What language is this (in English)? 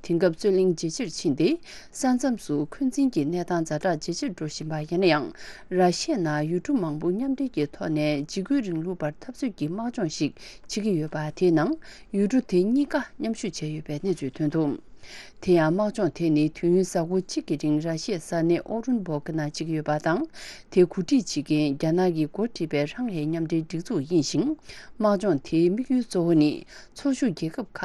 Tibetan